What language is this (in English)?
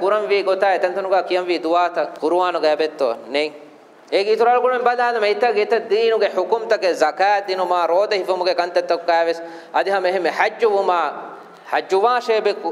Divehi